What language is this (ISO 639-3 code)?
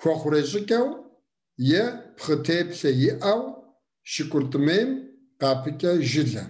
kbd